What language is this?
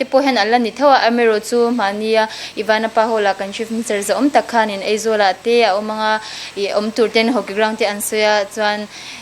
Mizo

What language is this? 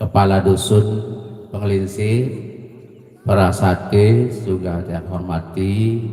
Sasak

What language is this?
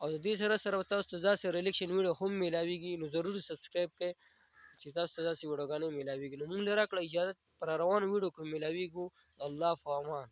Pashto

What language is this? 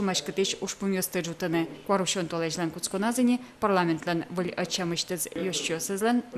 Udmurt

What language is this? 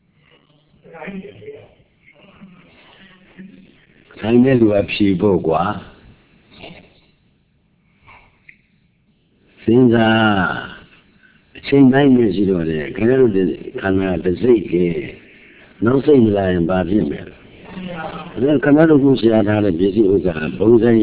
Burmese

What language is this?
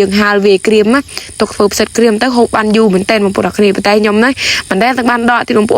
Khmer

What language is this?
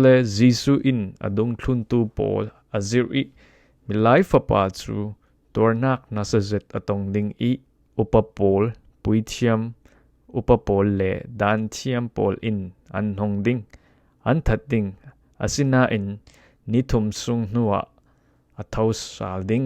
Falam Chin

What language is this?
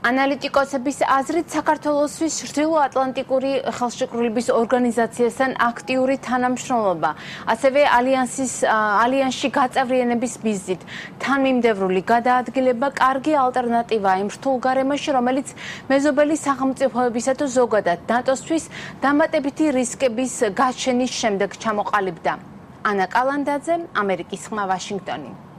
Georgian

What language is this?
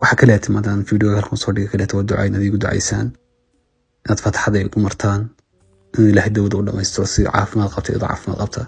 Somali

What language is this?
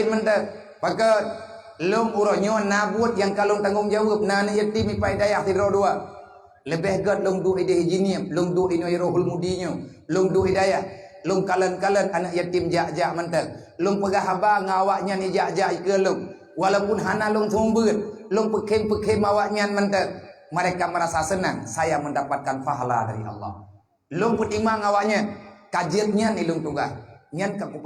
Achinese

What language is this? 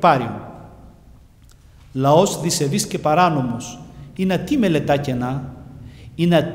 Greek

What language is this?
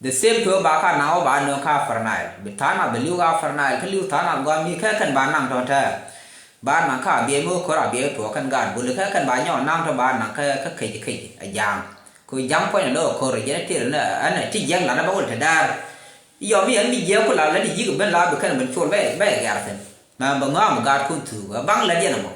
Nuer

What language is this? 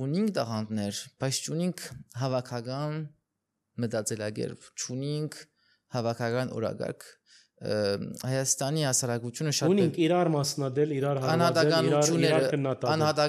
Armenian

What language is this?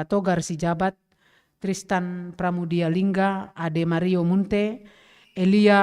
Batak Simalungun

